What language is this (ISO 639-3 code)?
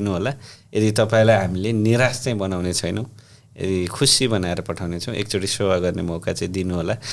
nep